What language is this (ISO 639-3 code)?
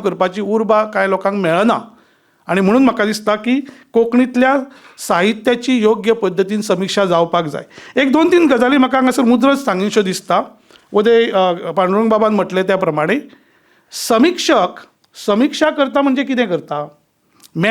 kok